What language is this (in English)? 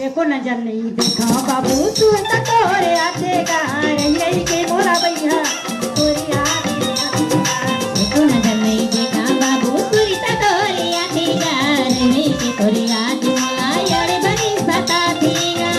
Chhattisgarhi